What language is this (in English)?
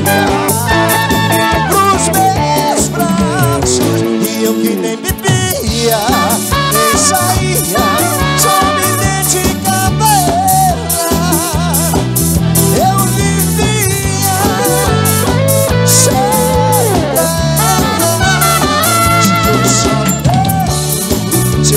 Portuguese